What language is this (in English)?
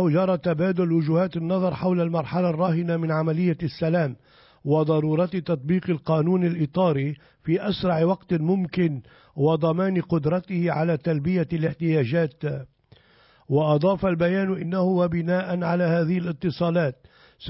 Arabic